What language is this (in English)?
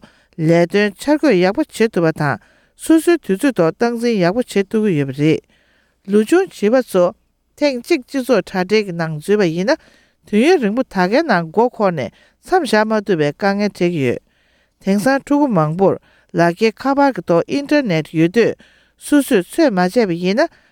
Tibetan